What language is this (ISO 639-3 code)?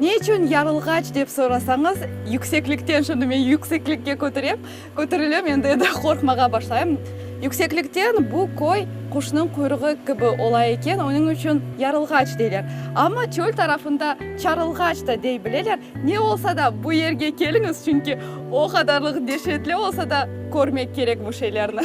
crh